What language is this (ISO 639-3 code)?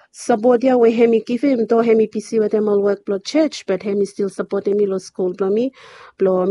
bis